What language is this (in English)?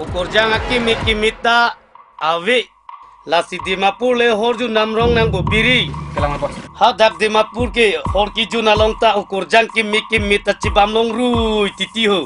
Karbi